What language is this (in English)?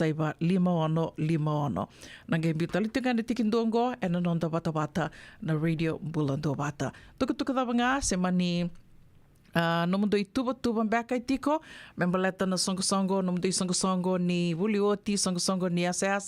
Fijian